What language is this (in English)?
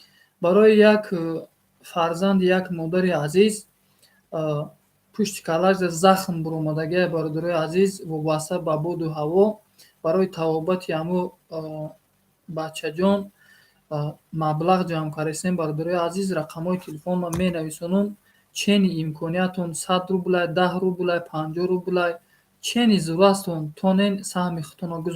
Tajik